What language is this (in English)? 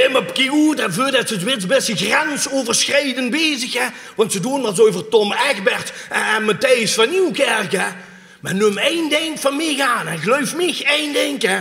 Limburgish